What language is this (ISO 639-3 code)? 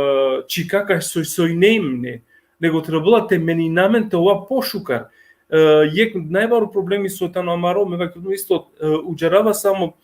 rmn